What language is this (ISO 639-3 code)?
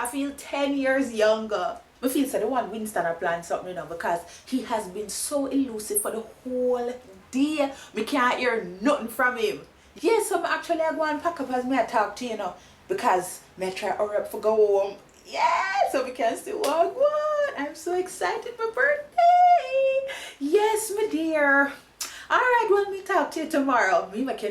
jam